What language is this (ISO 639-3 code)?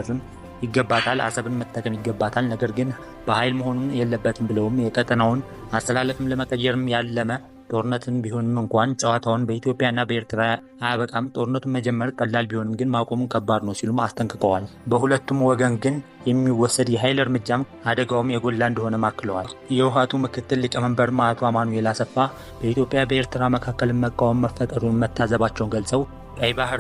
amh